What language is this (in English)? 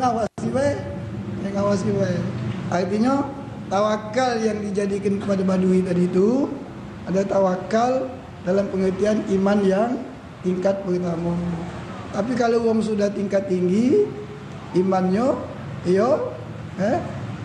Musi